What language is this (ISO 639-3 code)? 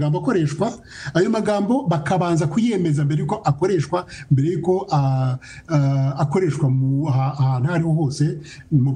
kin